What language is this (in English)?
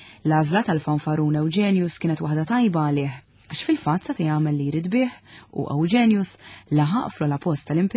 Maltese